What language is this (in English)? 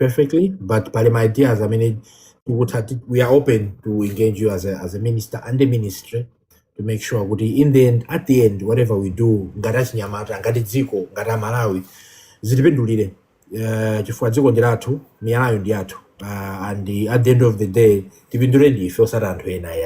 Nyanja